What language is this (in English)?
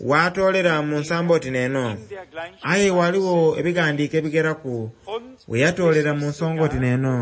Soga